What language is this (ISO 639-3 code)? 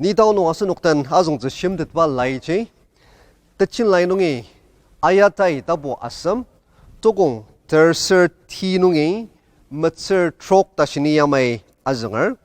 njo